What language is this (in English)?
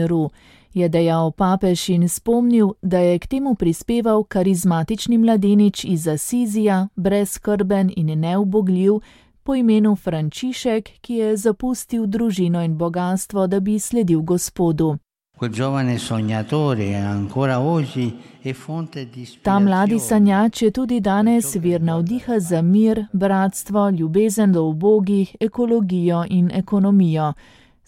Slovenian